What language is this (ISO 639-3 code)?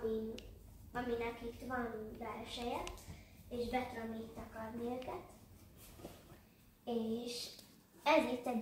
hun